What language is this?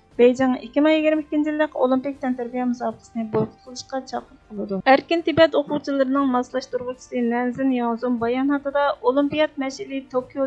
Uyghur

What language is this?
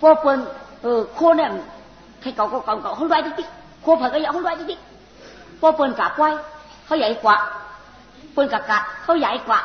Shan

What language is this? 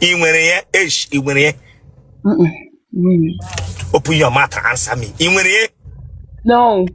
Igbo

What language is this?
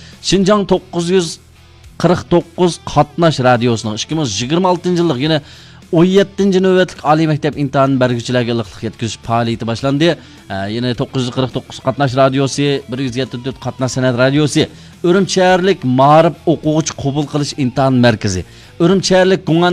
Uyghur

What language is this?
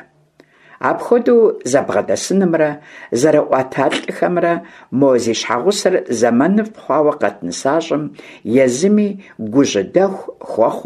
Kabardian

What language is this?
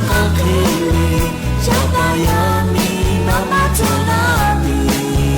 Lahu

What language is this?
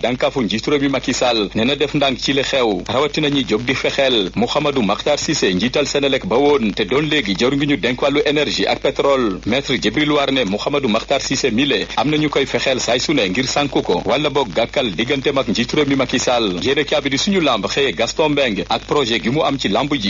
Wolof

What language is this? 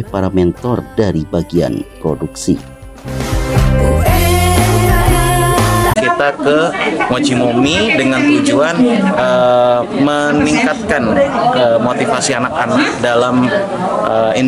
Indonesian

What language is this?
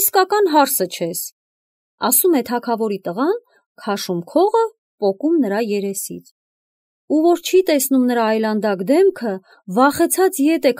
Armenian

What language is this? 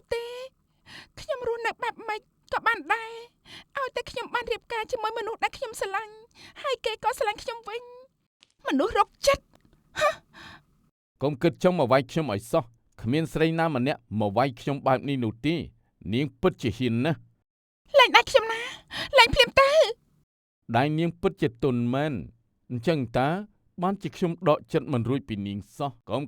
Khmer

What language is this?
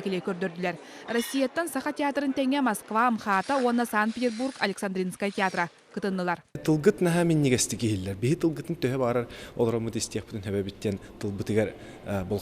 Yakut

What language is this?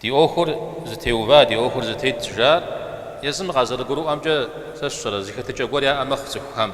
Kabardian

